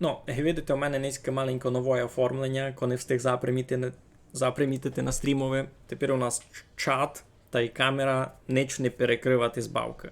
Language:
Rusyn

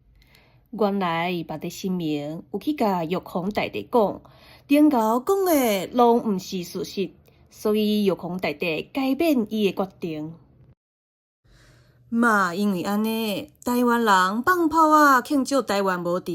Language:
Min Nan Chinese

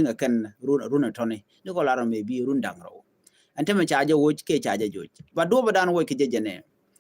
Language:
Nuer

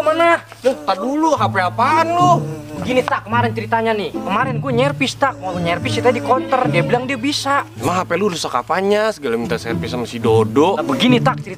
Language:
Betawi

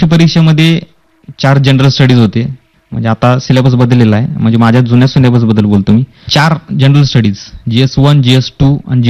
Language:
Marathi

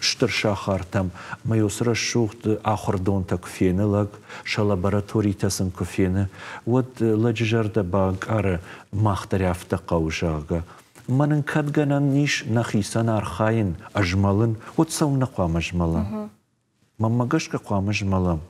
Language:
Ossetic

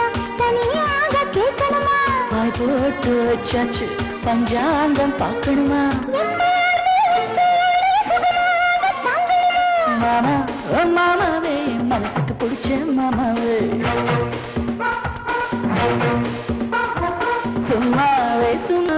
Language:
Tamil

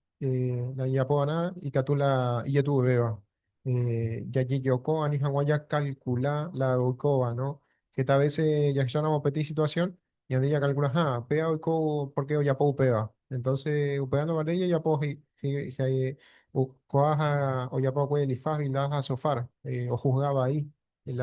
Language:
Guarani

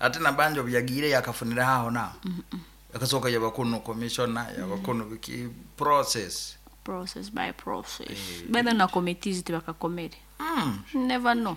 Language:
Nyankole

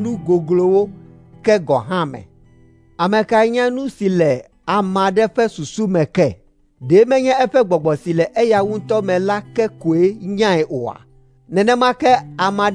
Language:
Ewe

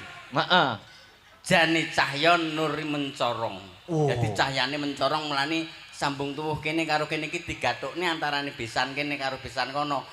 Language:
Javanese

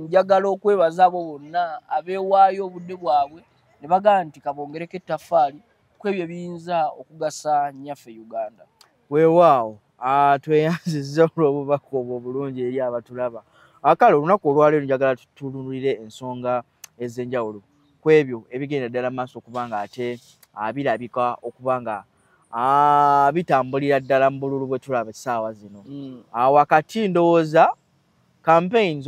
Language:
Ganda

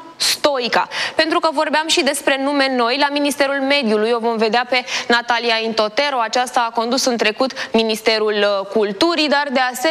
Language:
Romanian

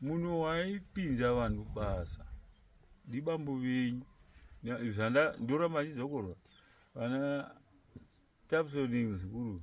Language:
Shona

